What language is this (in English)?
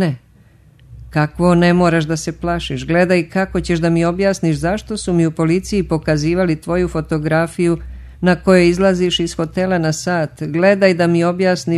Serbian